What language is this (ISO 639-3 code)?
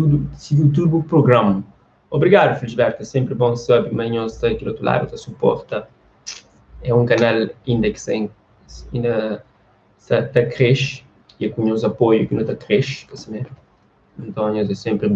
kea